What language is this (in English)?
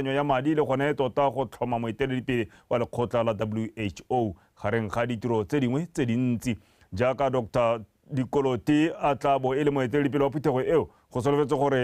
Tswana